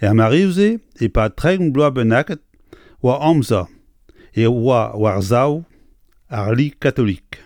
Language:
Breton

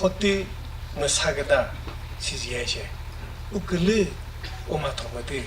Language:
Chokri Naga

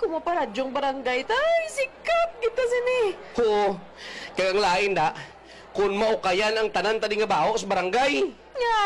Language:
Hiligaynon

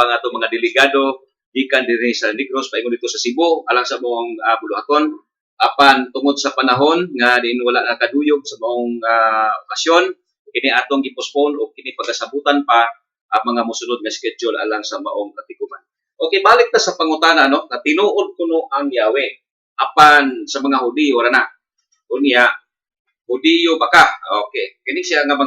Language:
Cebuano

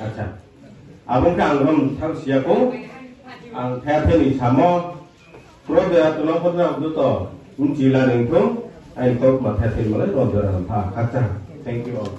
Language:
Riang (India)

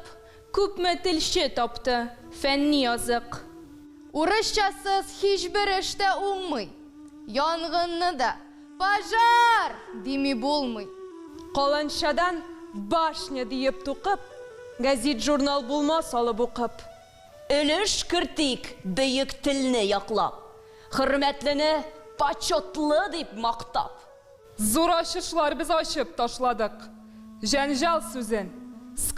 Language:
Tatar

